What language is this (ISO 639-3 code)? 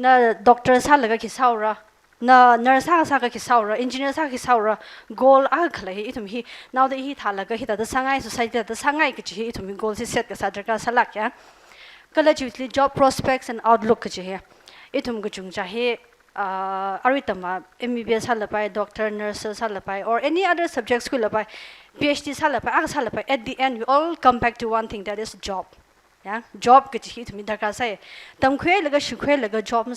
nmf